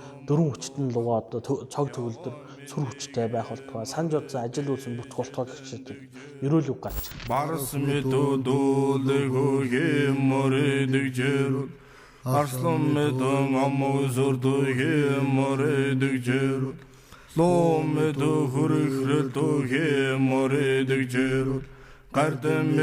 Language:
Mongolian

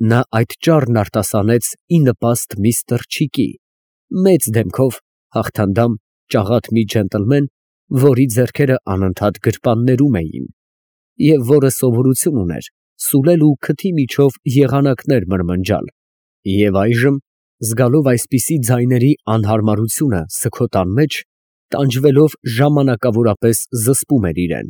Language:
Armenian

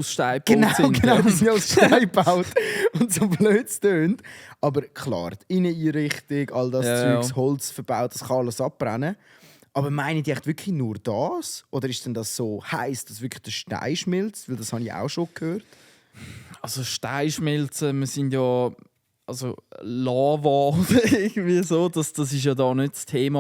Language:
Swiss German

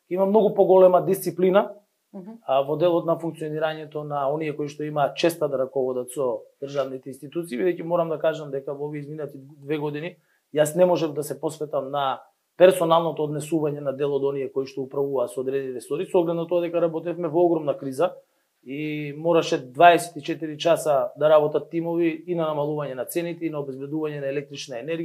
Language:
Macedonian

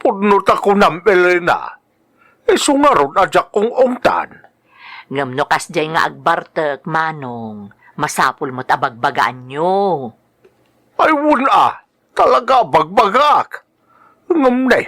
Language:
Iloko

